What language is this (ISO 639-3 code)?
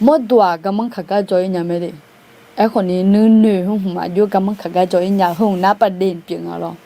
ahk